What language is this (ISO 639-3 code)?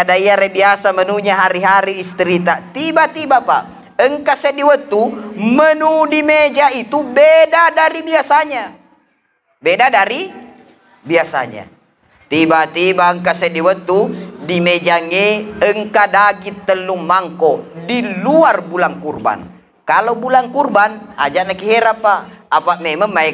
bug